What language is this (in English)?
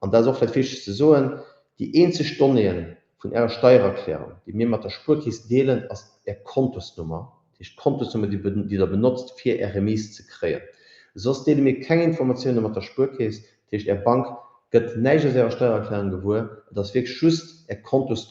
Luxembourgish